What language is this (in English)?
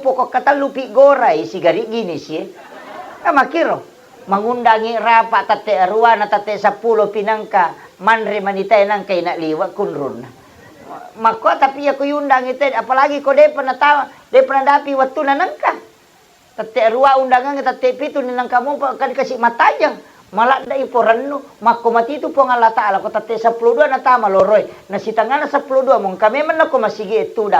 Buginese